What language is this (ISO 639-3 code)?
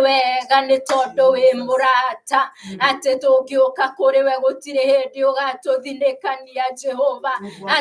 kik